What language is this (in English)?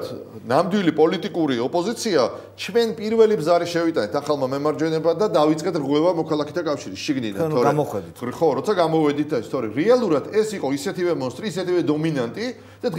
Georgian